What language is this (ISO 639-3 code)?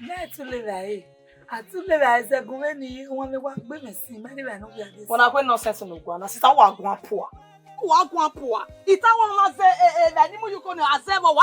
bin